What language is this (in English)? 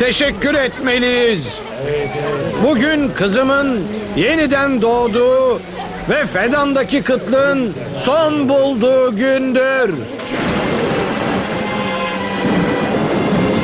Turkish